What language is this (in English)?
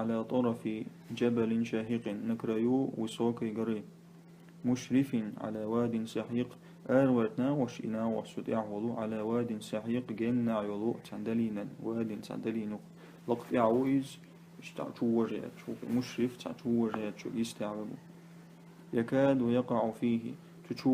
Chechen